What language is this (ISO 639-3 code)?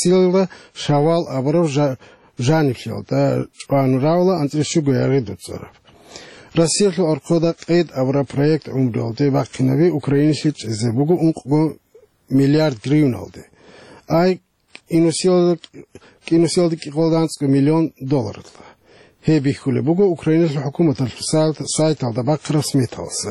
ava